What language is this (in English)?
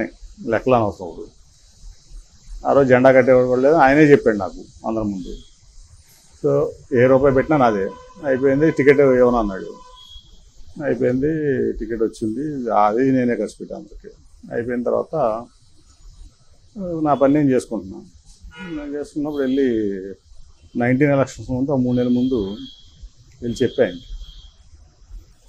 Telugu